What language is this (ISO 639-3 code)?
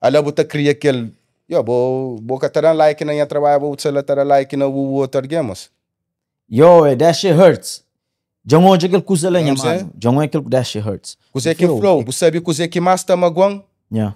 kea